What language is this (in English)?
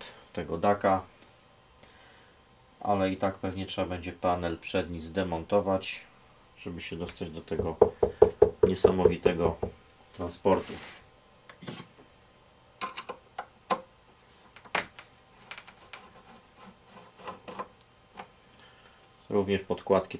Polish